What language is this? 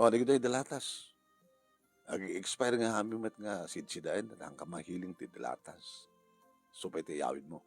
Iloko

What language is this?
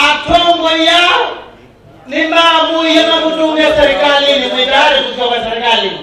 Kamba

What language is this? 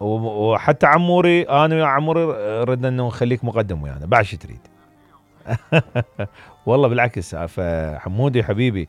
Mesopotamian Arabic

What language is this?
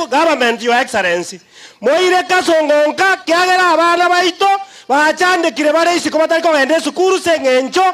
Gusii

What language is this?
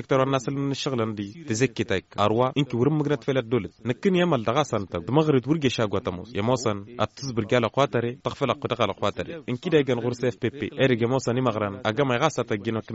Tamasheq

